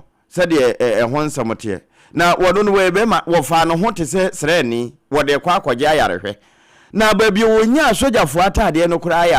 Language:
Akan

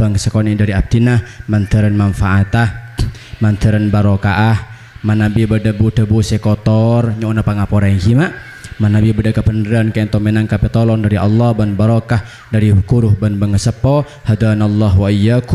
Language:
Madurese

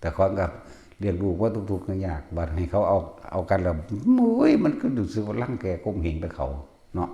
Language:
Northeastern Thai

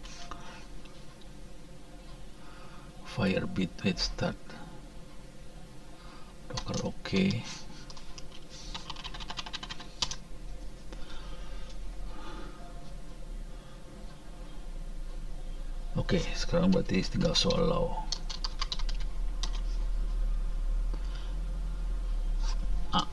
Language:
Indonesian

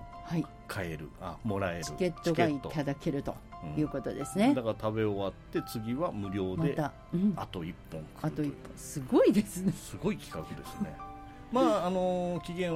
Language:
Japanese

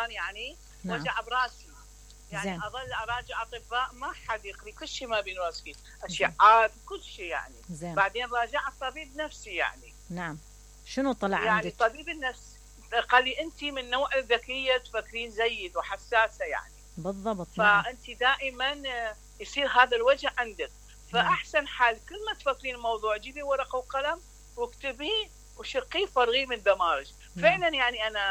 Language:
Mesopotamian Arabic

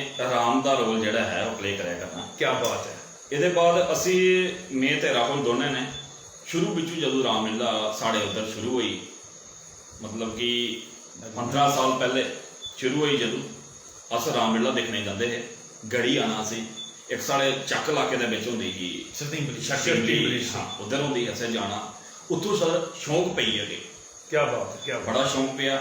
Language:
Dogri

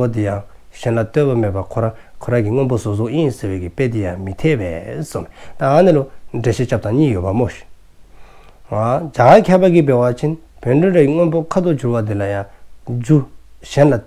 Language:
Dzongkha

